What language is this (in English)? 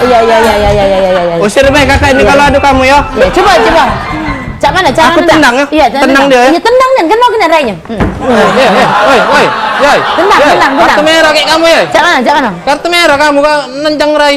Musi